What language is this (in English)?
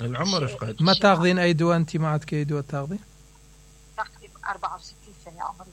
Mesopotamian Arabic